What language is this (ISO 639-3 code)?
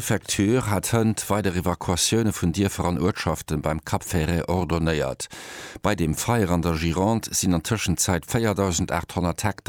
ltz